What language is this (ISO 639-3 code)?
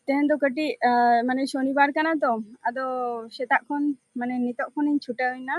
sat